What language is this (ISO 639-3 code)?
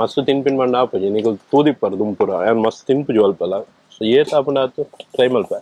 tcy